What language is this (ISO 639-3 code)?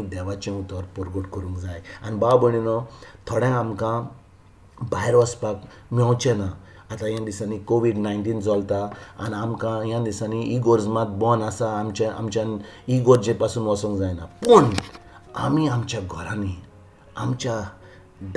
kok